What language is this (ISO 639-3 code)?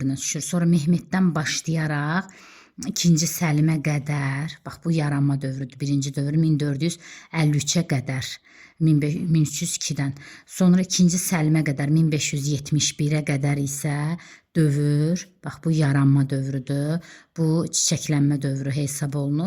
aze